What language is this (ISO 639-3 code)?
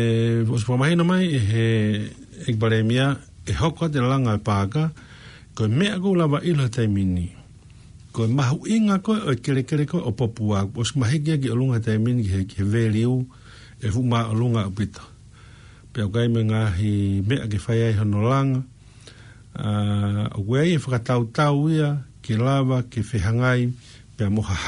ton